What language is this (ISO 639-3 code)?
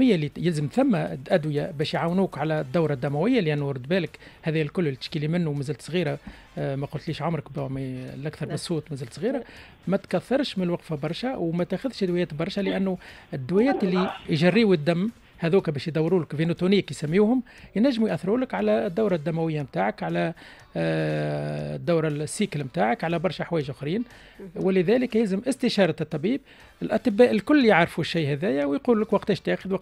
aeb